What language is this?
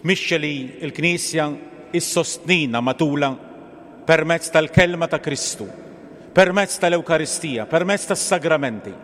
Maltese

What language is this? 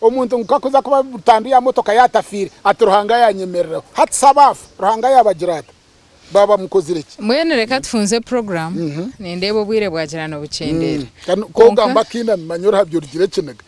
Nyankole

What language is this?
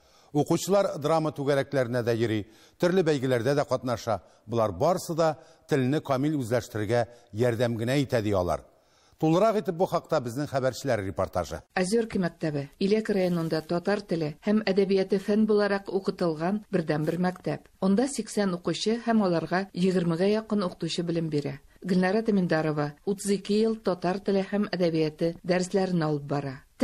Tatar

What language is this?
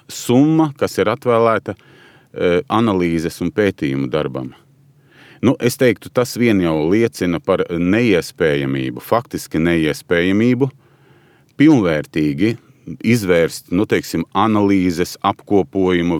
Latvian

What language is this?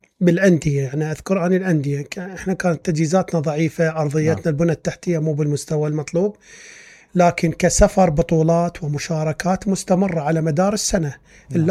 Mesopotamian Arabic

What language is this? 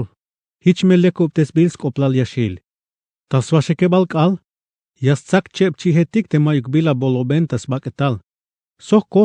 Tzeltal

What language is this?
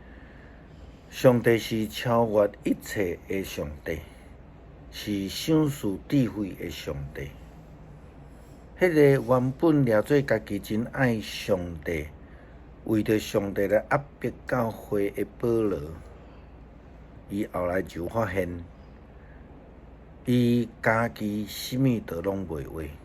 Min Nan Chinese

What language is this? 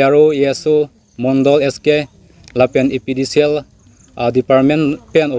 Karbi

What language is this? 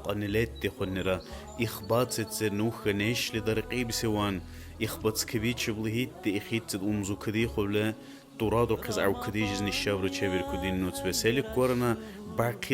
Dargwa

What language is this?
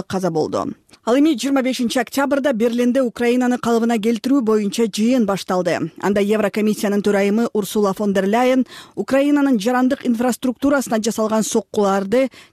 Kyrgyz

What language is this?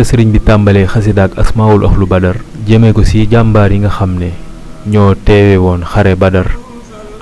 Wolof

